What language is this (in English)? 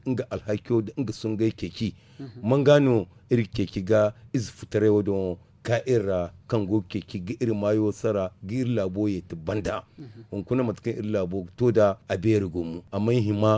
Zarma